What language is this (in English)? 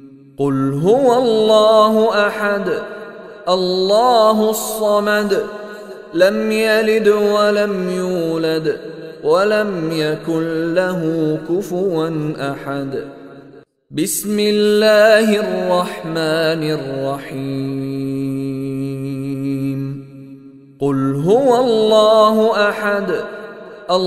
Arabic